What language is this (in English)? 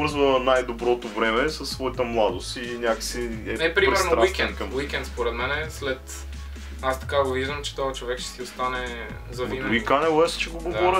Bulgarian